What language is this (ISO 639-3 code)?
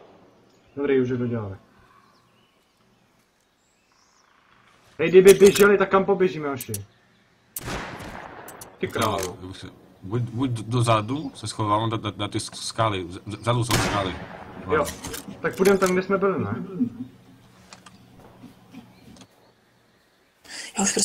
ces